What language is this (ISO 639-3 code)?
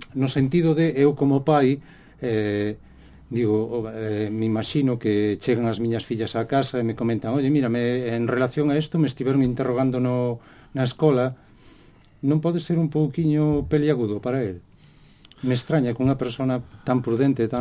glg